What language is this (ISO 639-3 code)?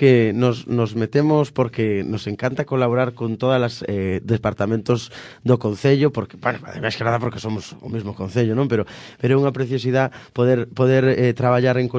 glg